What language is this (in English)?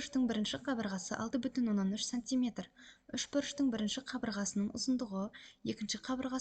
Kazakh